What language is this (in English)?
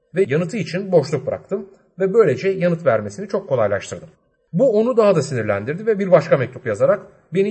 Turkish